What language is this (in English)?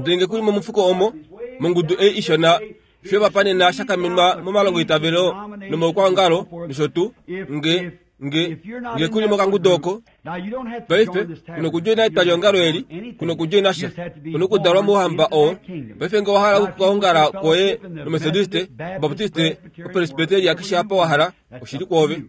Kuanyama